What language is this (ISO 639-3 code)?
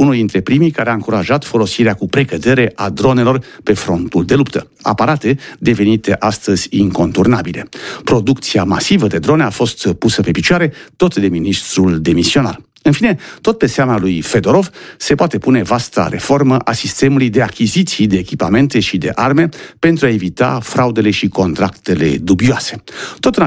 ron